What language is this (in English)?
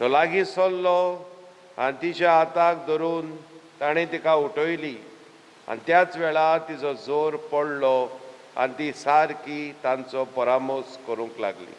Konkani